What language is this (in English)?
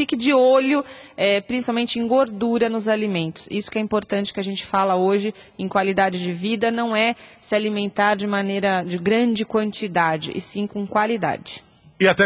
Portuguese